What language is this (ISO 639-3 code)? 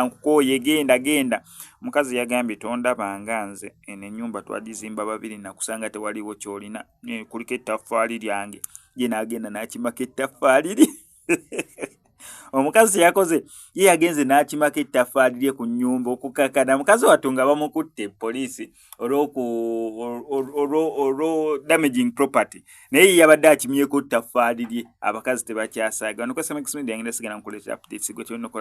lug